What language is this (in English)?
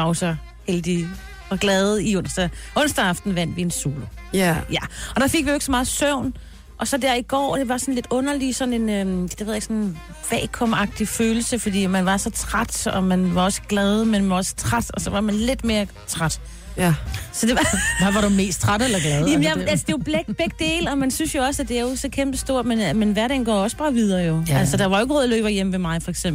Danish